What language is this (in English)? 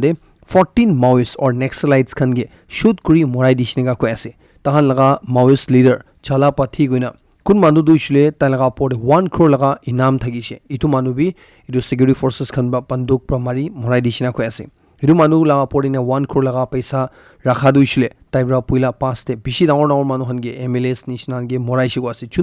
Naga Pidgin